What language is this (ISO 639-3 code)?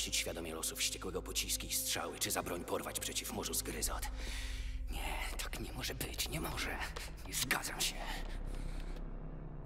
pol